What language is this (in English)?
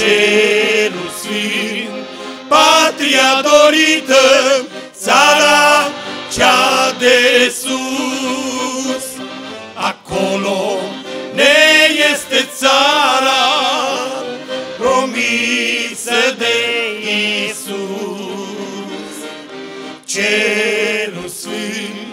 Romanian